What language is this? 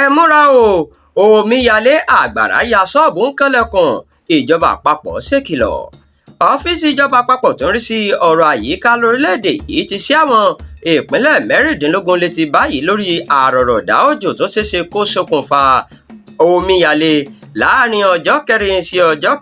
Yoruba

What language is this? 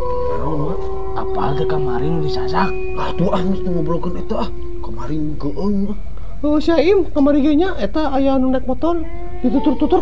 Sundanese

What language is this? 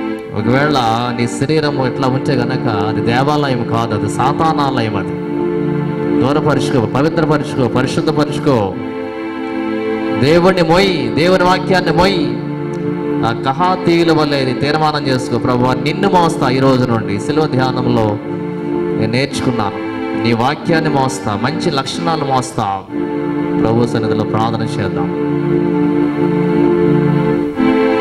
Telugu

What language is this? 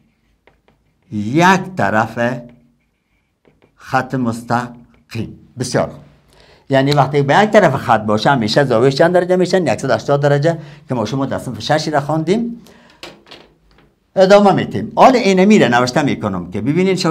Persian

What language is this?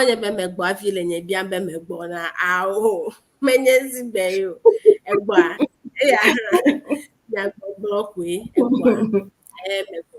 Ewe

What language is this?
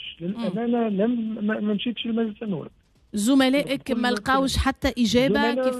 Tunisian Arabic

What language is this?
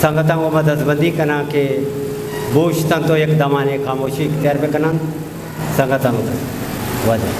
Eastern Balochi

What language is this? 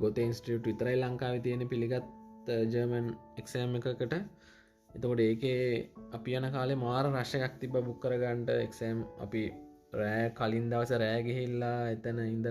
Sinhala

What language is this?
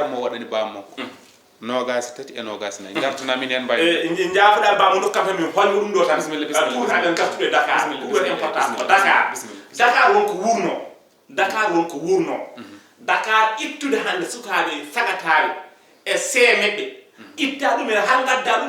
Fula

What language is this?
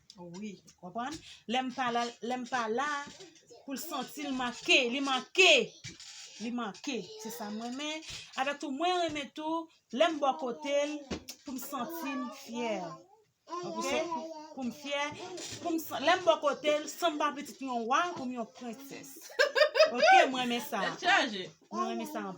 Haitian Creole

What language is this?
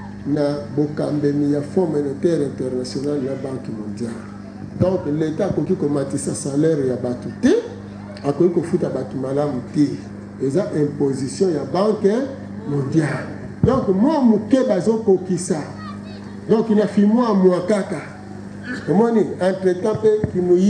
Lingala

